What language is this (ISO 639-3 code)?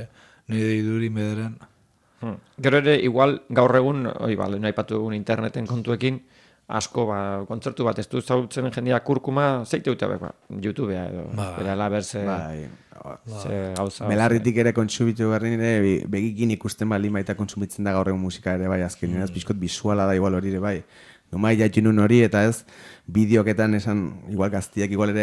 eus